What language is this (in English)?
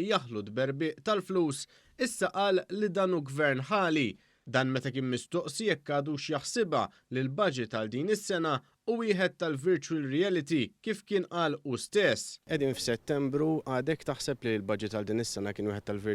Maltese